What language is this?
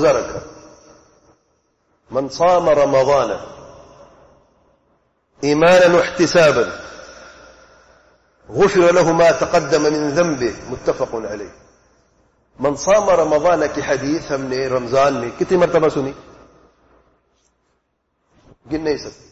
Urdu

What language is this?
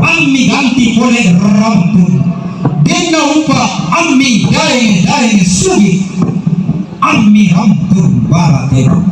Toraja-Sa'dan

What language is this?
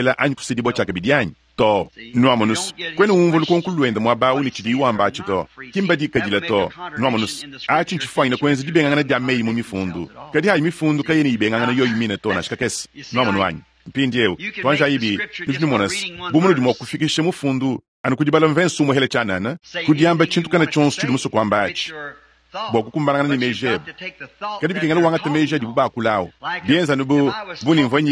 Luba-Lulua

